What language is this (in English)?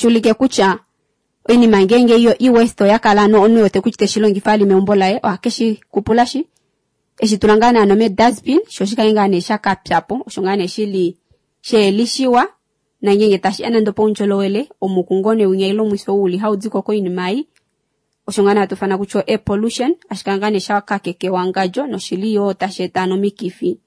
Kuanyama